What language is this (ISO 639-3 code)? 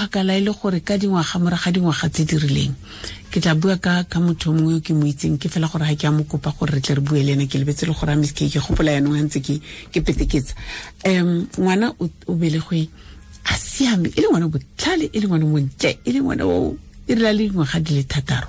tsn